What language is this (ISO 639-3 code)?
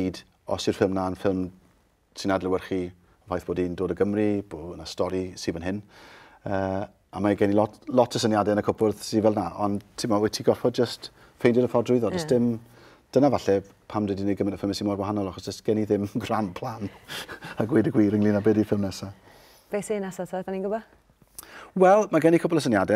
cym